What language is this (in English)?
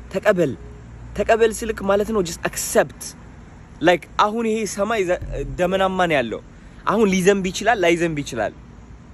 Amharic